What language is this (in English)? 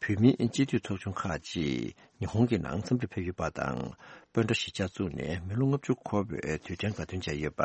Tibetan